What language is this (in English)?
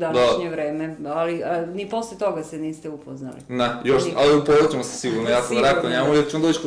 Serbian